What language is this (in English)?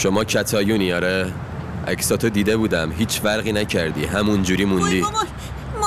Persian